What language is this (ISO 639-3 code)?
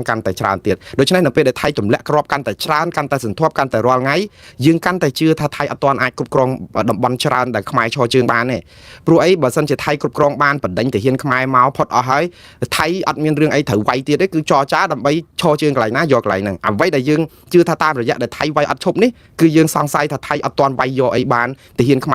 khm